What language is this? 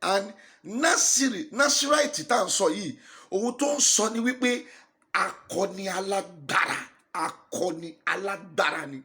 Yoruba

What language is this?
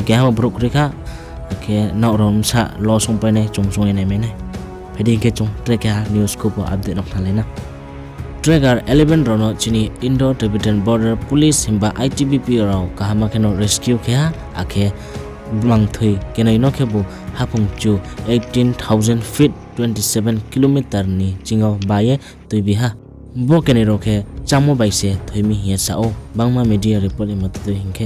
Riang (India)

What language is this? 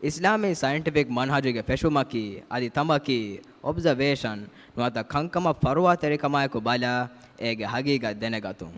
Divehi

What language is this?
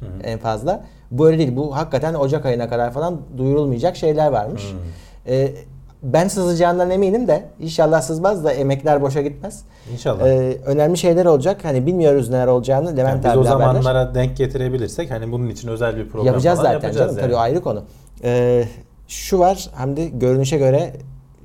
Turkish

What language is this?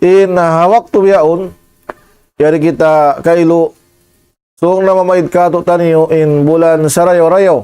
Tausug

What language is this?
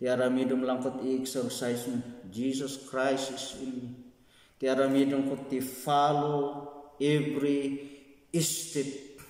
Iloko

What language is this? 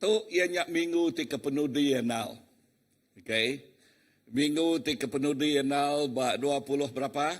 Iban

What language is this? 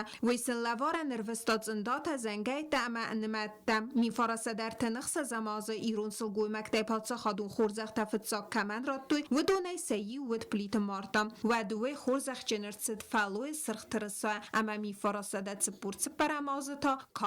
Ossetic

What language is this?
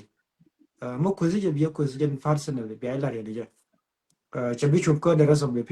Nuer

